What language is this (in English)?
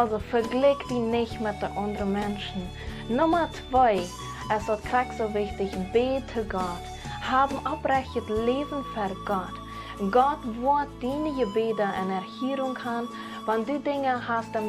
Plautdietsch